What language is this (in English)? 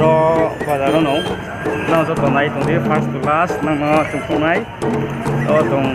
Riang (India)